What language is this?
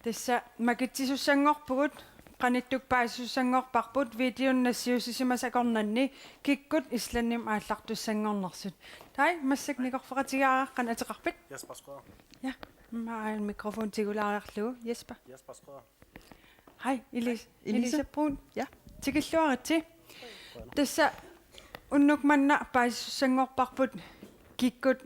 Kalaallisut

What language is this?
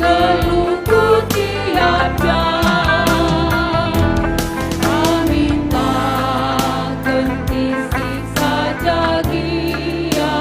Batak Karo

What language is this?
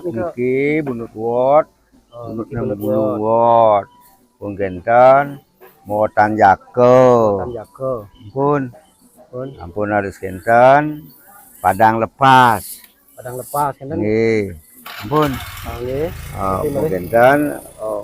Balinese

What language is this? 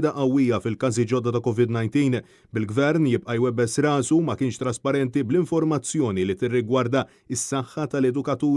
Maltese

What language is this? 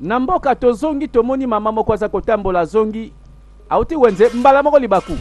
Lingala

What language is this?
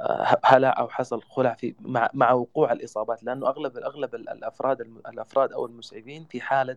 Sudanese Arabic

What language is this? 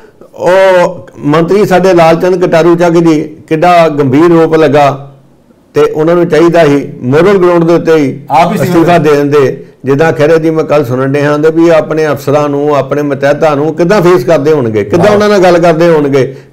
Punjabi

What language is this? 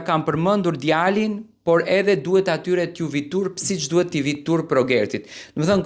Albanian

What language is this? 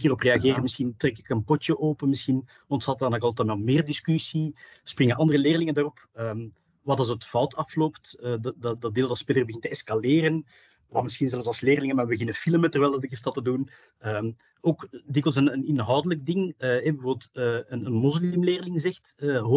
Dutch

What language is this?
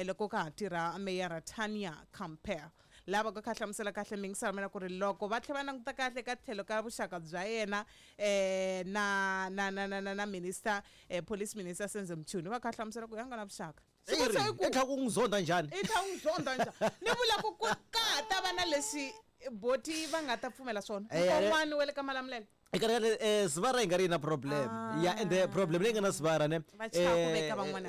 Tsonga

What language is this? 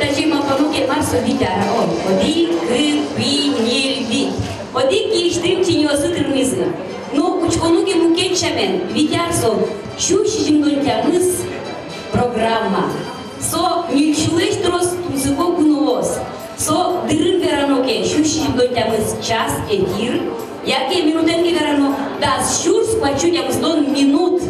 Udmurt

